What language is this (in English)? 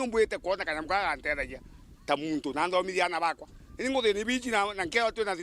Meru